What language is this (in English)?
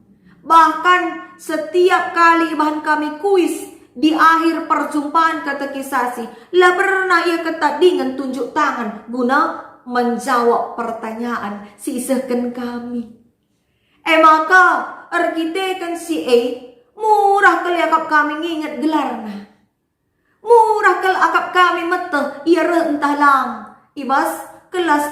Batak Karo